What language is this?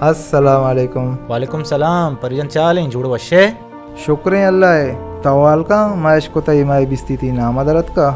Baluchi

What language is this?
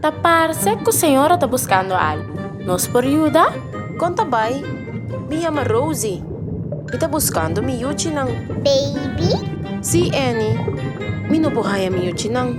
Papiamento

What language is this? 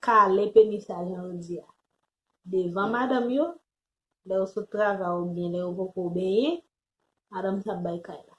Haitian Creole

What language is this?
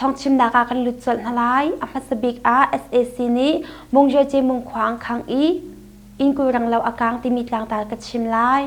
Hakha Chin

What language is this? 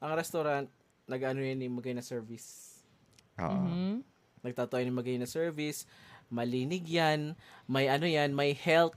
Bikol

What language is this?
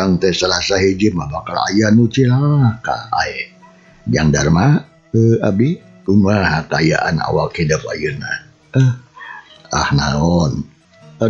Sundanese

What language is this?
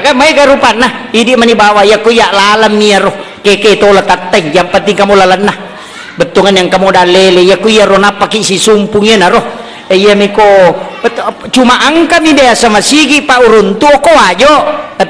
Buginese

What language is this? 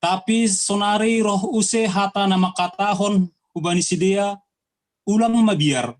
Batak Simalungun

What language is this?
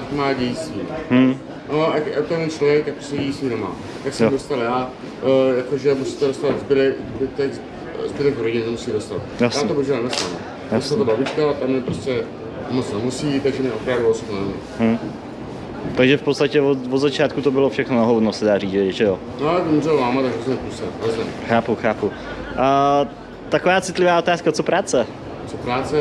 Czech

